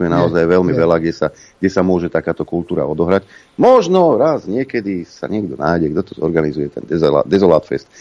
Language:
Slovak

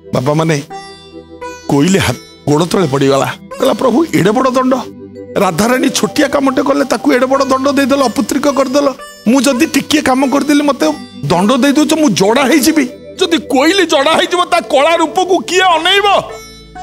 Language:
Odia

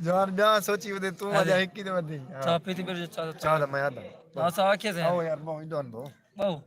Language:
Saraiki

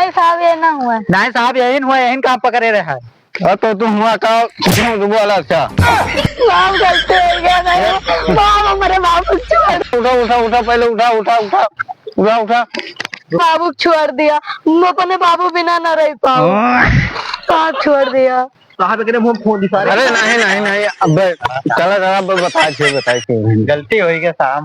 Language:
Awadhi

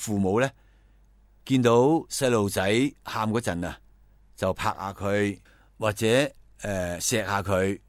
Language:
Cantonese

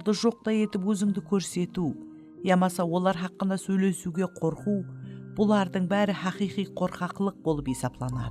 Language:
Kara-Kalpak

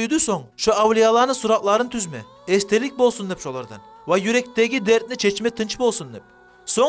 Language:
Kumyk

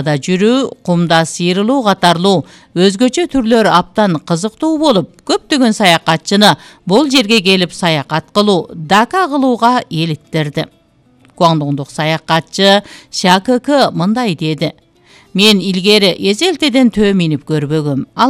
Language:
Kyrgyz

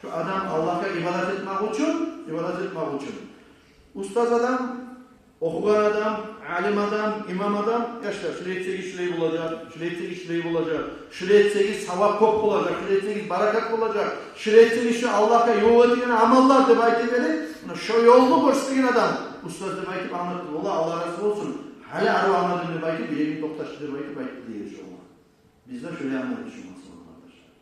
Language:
Kumyk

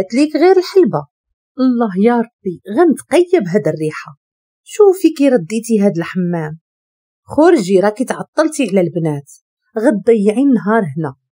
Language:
Moroccan Arabic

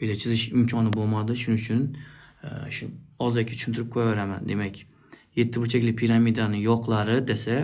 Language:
Uzbek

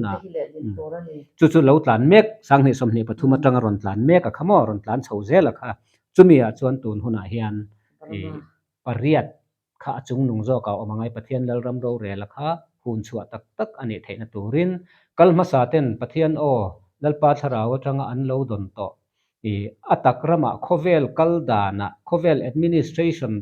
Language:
Mizo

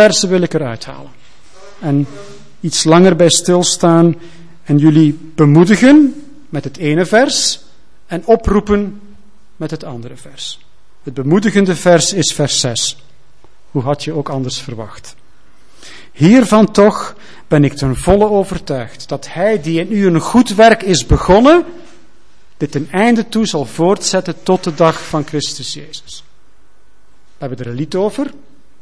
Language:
Dutch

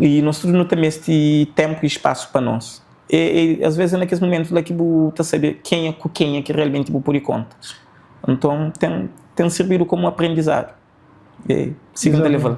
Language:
Kabuverdianu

